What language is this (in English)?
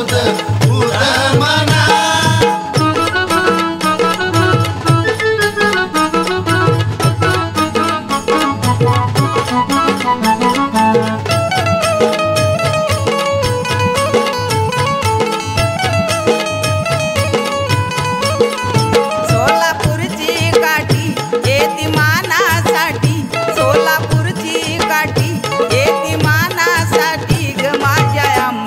Marathi